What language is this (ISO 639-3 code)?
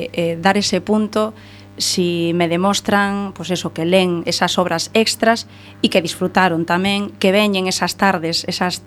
glg